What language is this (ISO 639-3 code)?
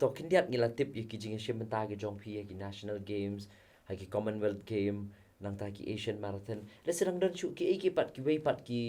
kha